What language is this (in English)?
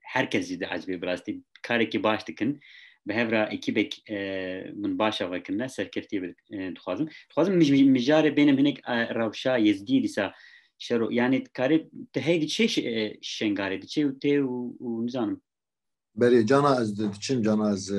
Kurdish